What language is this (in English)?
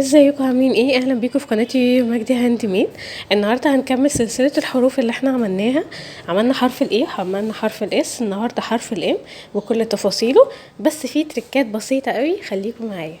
Egyptian Arabic